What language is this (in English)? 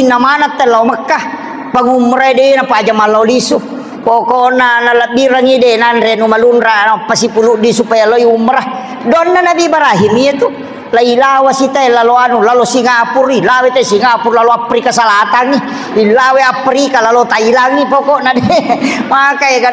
Buginese